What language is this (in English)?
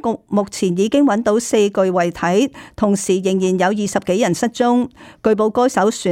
Cantonese